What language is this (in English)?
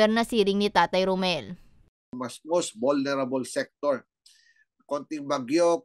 Bikol